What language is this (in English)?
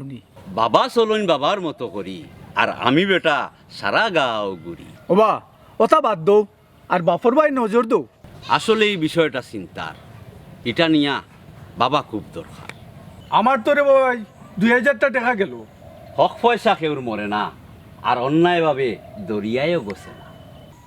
Sylheti